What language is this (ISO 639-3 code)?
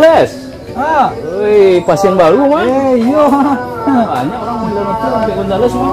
min